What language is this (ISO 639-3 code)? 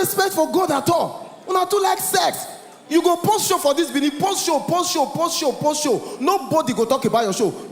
pcm